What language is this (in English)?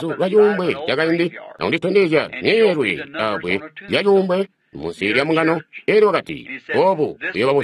Tonga (Zambia)